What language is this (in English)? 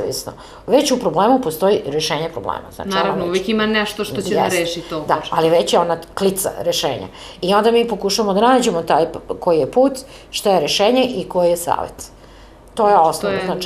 Serbian